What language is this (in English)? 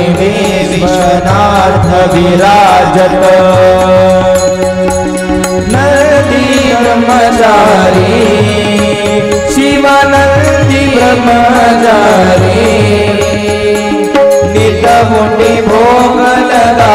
Marathi